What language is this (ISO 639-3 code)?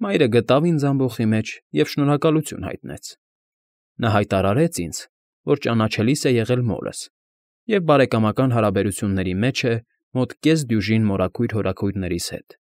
hye